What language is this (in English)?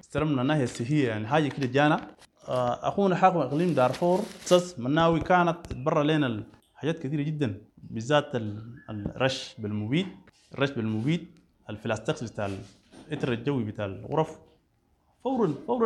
Sudanese Arabic